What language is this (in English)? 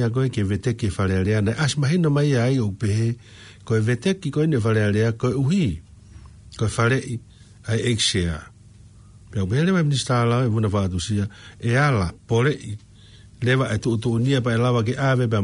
Tongan